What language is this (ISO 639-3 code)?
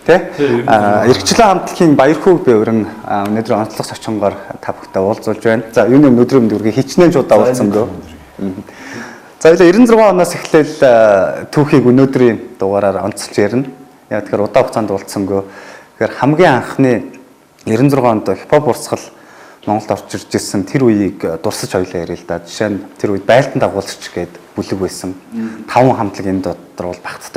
mon